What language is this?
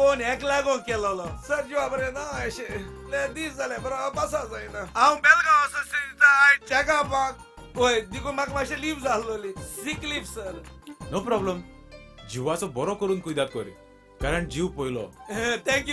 Konkani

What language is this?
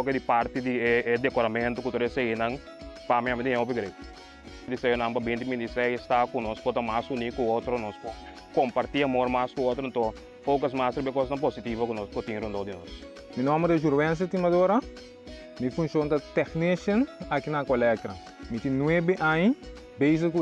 Papiamento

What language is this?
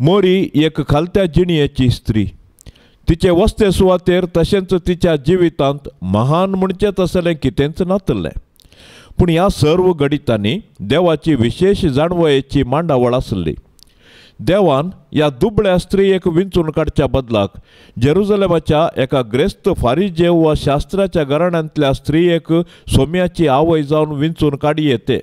Konkani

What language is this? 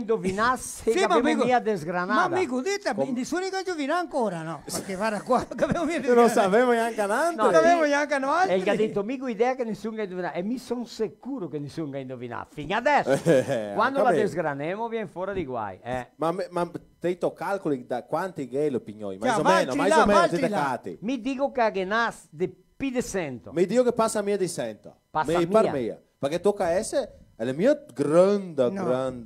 Venetian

